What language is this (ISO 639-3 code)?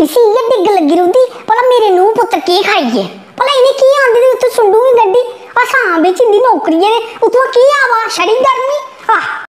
doi